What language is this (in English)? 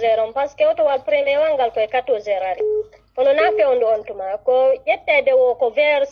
Fula